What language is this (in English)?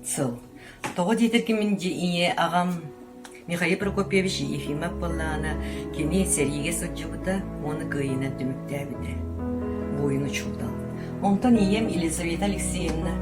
Yakut